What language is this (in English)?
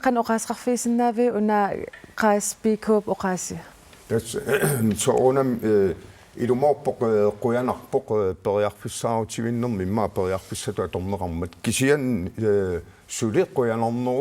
Kalaallisut